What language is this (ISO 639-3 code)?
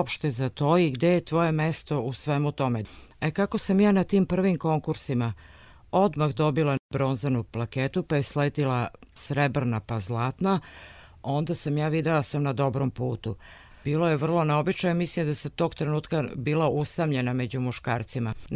srp